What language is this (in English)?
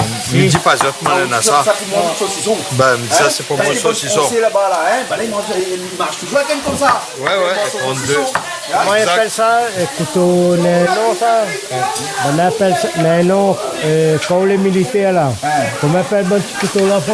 Réunion Creole French